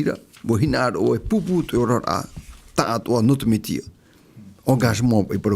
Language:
Tahitian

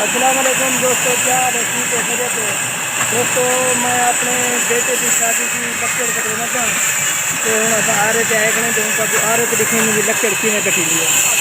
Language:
Saraiki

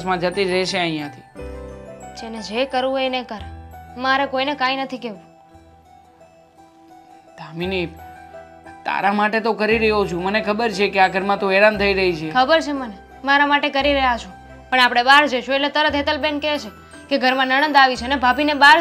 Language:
Gujarati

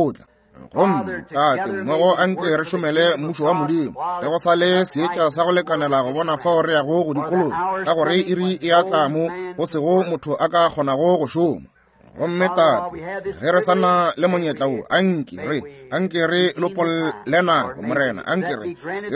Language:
Northern Sotho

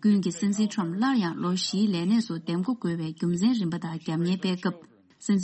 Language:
Tibetan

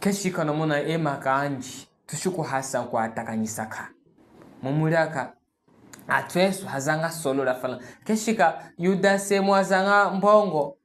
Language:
Chokwe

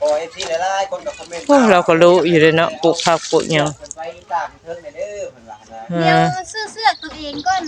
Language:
Northeastern Thai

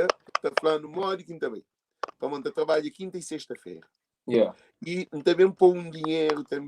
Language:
Kabuverdianu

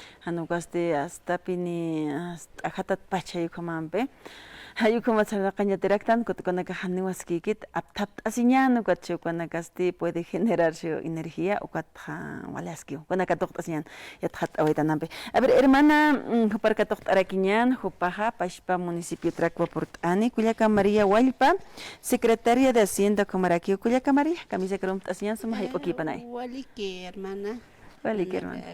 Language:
Aymara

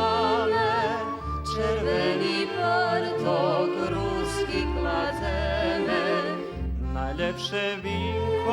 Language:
Rusyn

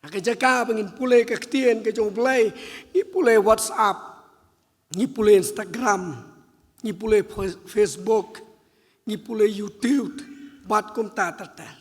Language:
Khasi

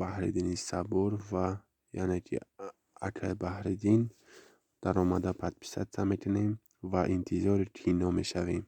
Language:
Tajik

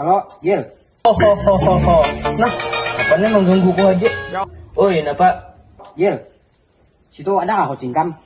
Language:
Banjar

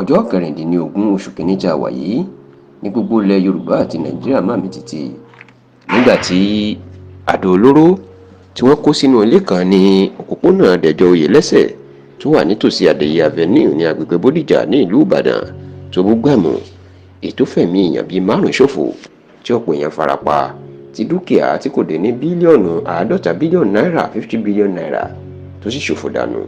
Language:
Yoruba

